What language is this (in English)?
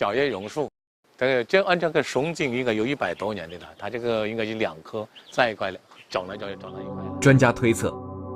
Chinese